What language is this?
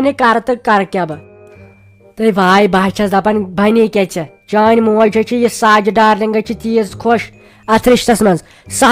Kashmiri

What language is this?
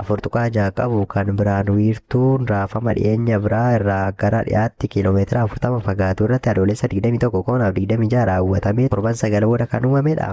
Oromo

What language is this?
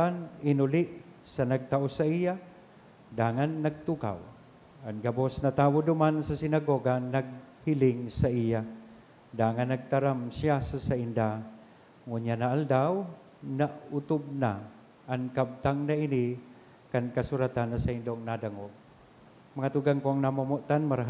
Bikol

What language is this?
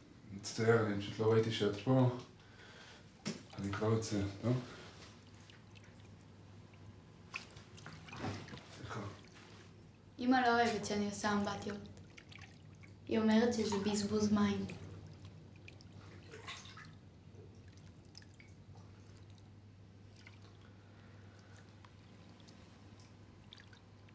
Hebrew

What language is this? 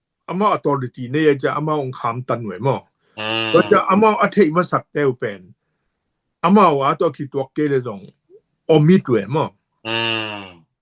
Tedim Chin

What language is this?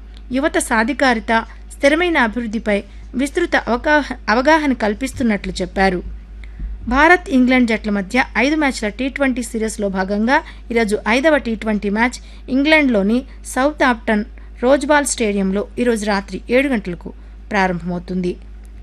Telugu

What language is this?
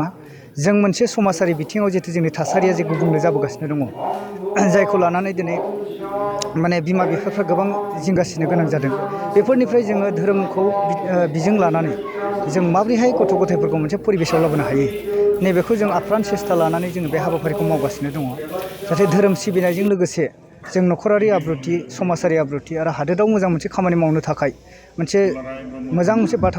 Bodo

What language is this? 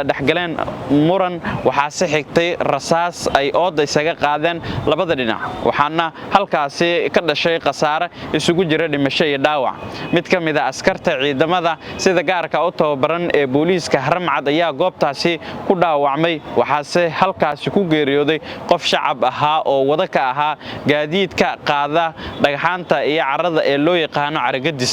Somali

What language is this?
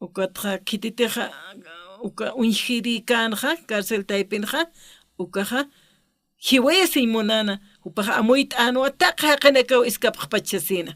Aymara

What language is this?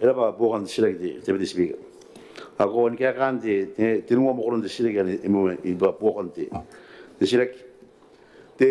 Gilbertese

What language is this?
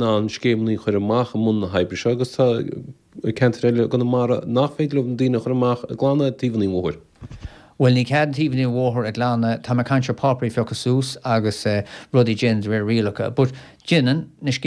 Irish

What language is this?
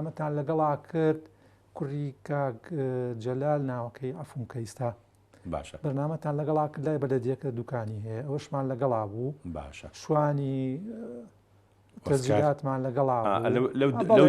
Central Kurdish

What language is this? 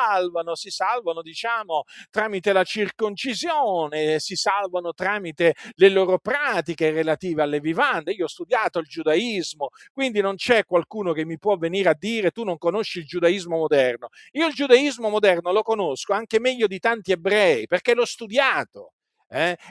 Italian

